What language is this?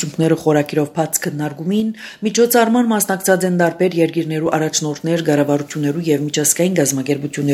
Armenian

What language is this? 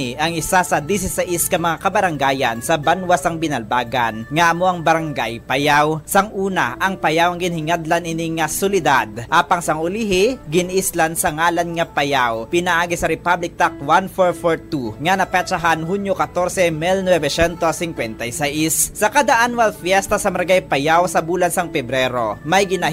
Hiligaynon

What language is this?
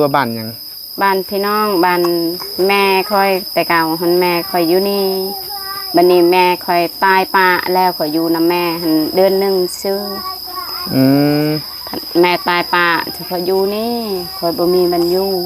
Northeastern Thai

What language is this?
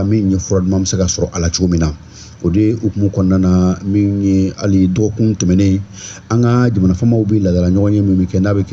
Bambara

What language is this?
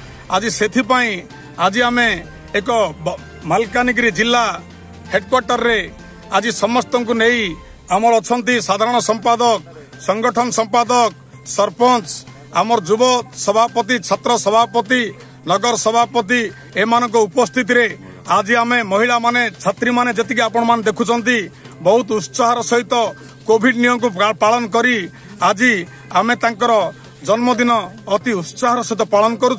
Odia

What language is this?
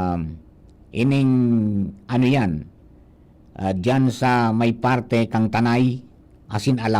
Bikol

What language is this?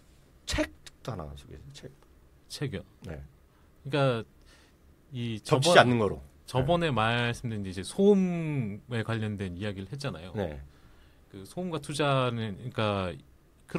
Korean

